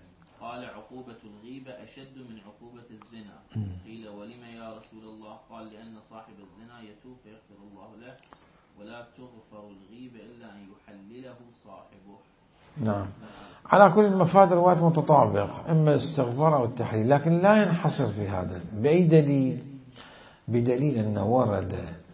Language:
Mesopotamian Arabic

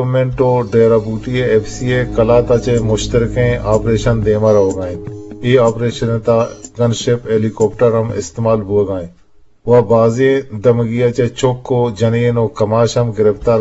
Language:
Eastern Balochi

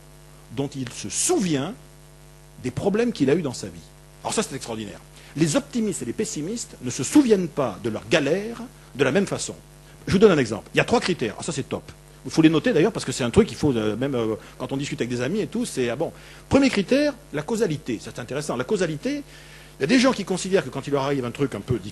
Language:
French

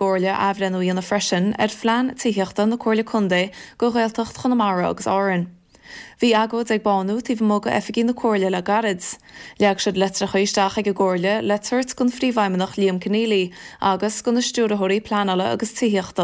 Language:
Irish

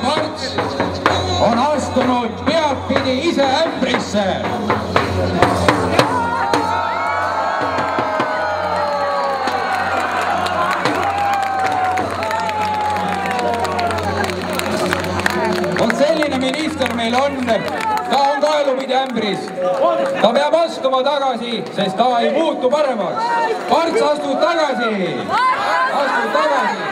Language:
Estonian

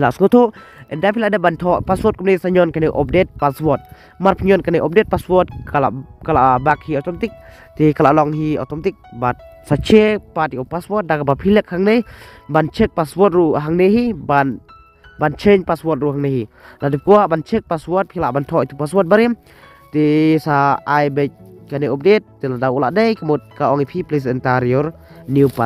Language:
Khasi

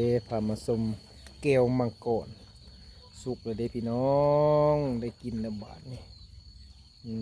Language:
Lao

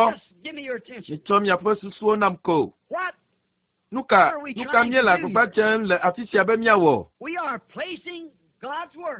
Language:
Ewe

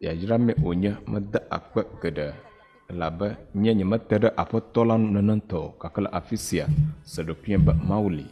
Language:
Ewe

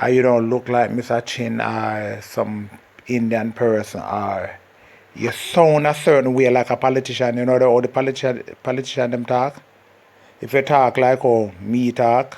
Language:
Jamaican Creole English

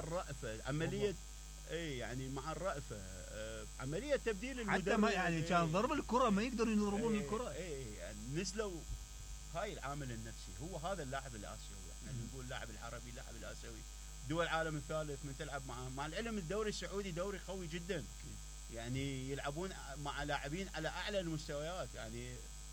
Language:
Mesopotamian Arabic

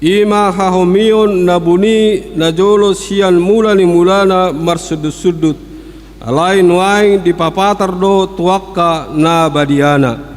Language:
Batak Toba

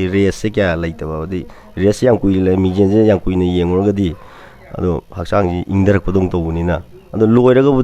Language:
Manipuri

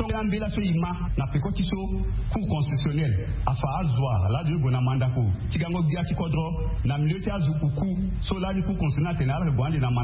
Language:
Sango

